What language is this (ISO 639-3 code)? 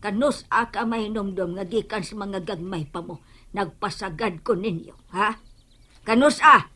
ceb